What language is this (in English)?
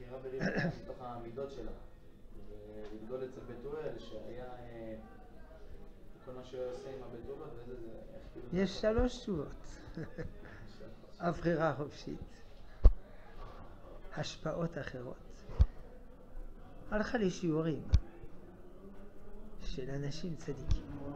Hebrew